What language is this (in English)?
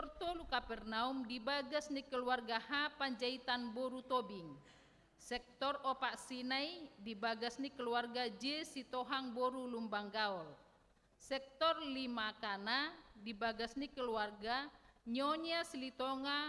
Batak Toba